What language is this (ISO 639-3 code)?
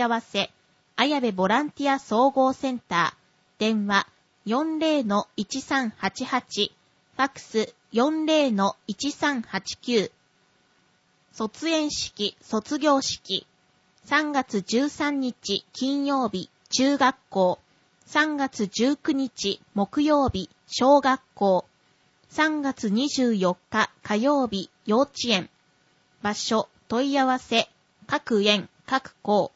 jpn